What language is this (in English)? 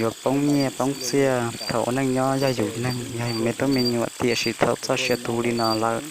Hmong